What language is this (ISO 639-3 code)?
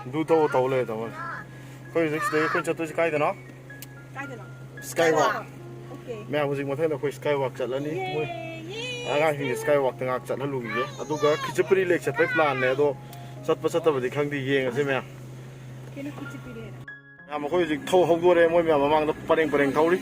mni